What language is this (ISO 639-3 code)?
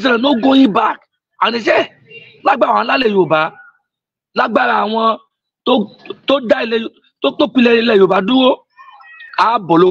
yor